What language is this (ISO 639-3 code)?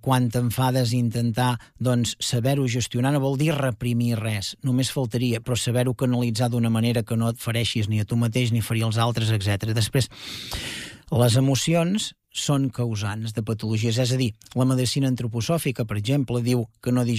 cat